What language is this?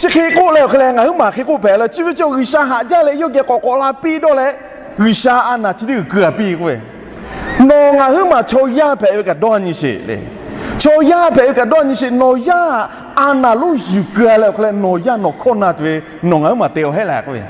Lahu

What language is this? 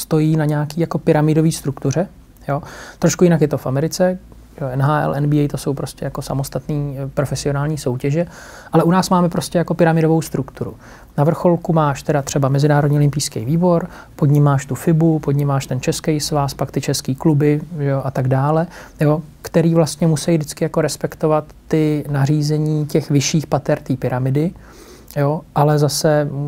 Czech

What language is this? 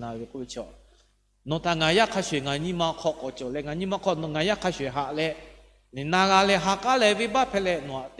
Lahu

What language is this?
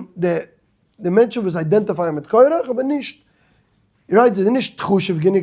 Yiddish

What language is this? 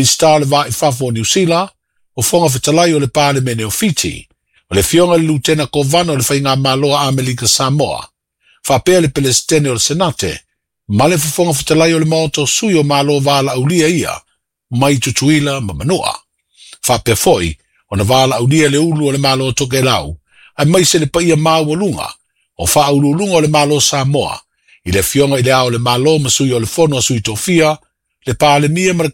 Samoan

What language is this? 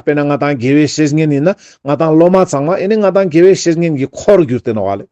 Ladakhi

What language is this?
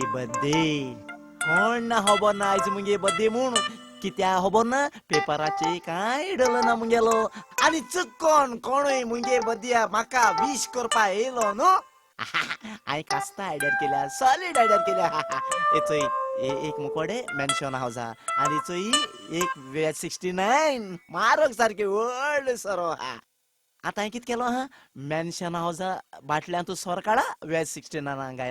Konkani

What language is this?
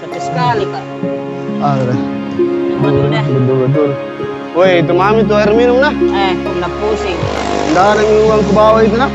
Makassar Malay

